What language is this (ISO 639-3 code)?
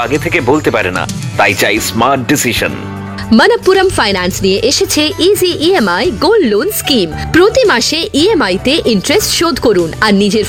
ben